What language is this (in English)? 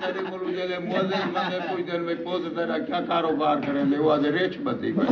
Saraiki